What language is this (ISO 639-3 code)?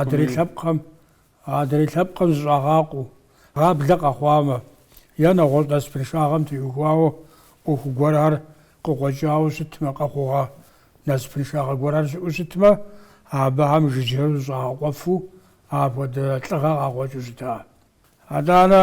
kbd